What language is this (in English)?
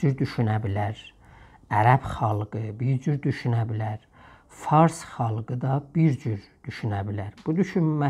South Azerbaijani